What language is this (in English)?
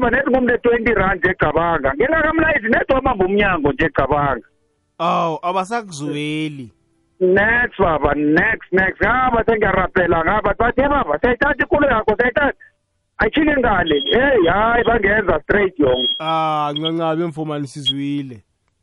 South Ndebele